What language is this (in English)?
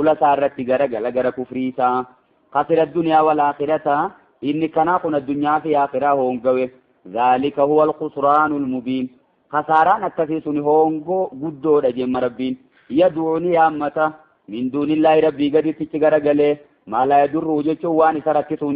Oromo